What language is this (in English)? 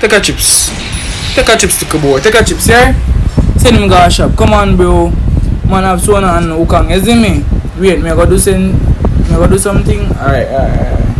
Jamaican Creole English